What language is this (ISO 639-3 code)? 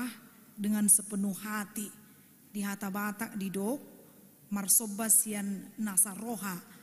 bbc